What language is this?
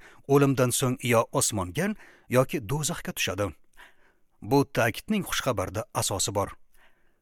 Uzbek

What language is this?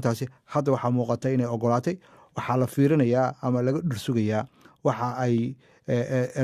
Somali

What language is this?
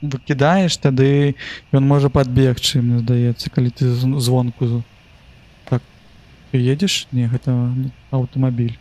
Belarusian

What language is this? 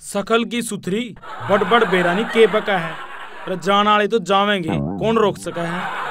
Haryanvi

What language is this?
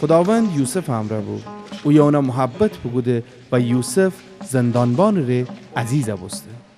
Gilaki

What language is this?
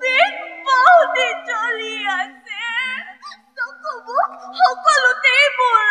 Assamese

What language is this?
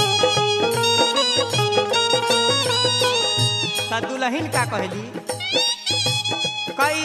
Bhojpuri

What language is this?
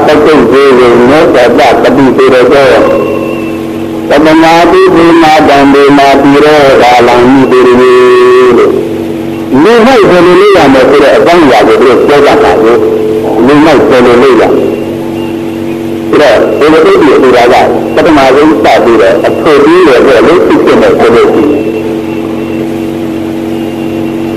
Burmese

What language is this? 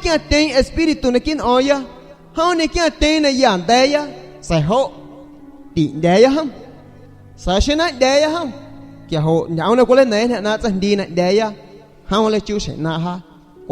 San Pedro Amuzgos Amuzgo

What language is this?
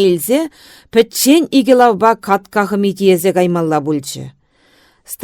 Chuvash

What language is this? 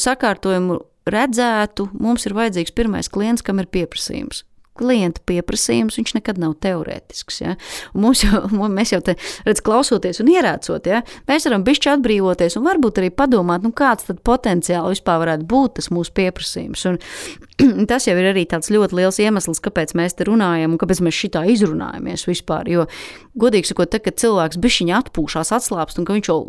Latvian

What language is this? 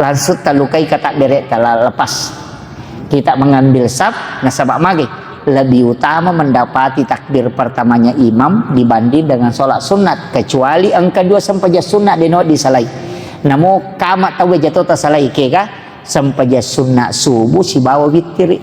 Buginese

